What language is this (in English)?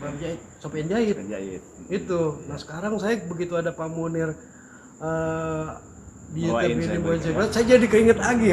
Betawi